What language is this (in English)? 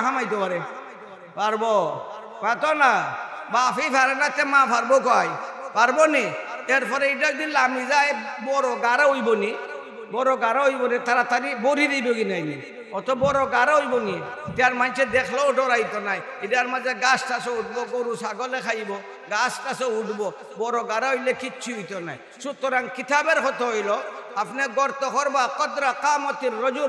Sylheti